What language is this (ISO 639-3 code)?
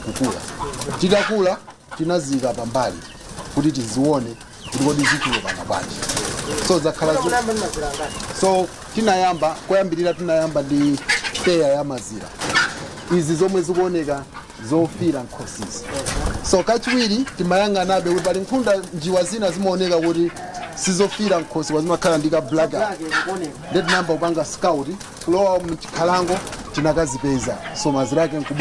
nya